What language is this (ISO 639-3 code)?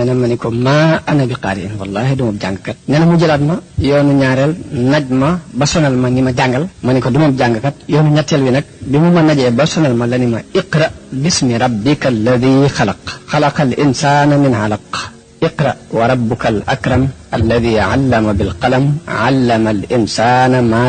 wol